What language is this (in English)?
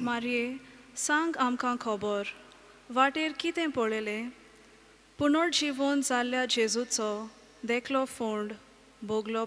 Konkani